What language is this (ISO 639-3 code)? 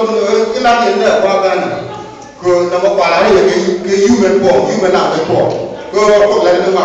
nus